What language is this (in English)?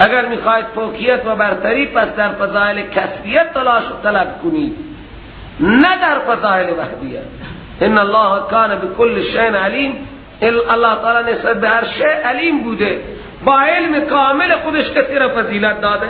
Persian